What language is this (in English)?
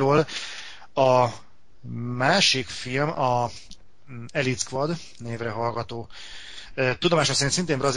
Hungarian